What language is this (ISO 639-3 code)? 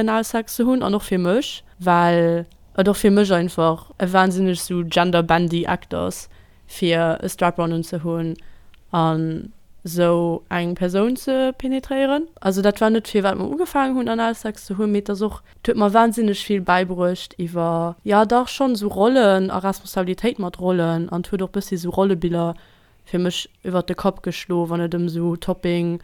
ltz